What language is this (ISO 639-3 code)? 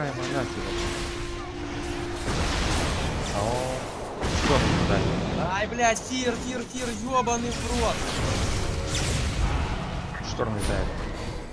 rus